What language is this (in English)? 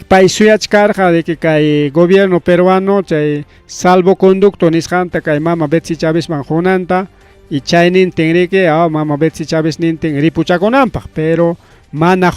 Ayacucho Quechua